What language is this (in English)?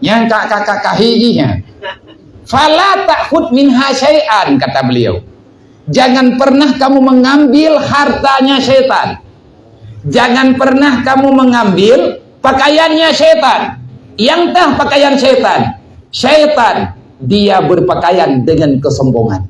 Achinese